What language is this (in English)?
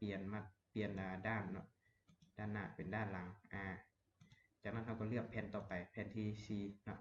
Lao